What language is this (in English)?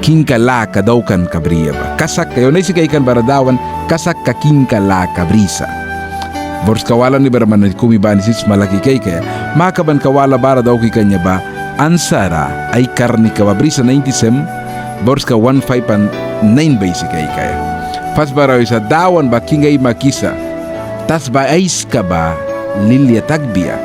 Mískito